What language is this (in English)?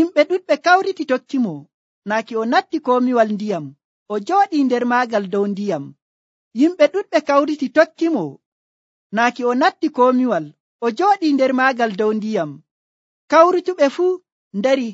Nigerian Fulfulde